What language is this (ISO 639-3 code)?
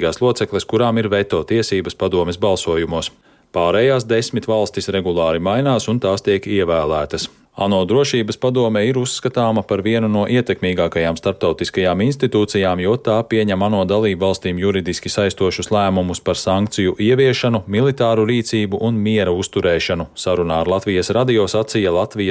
lav